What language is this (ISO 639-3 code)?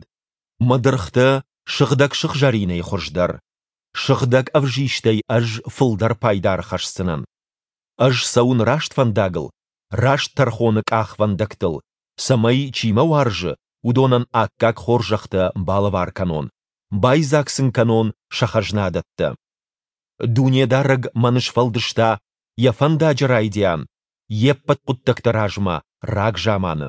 oss